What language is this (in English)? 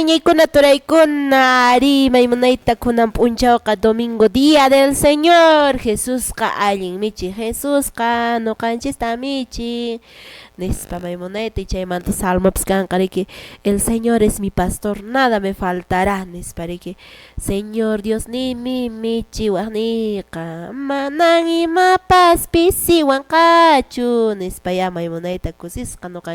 Quechua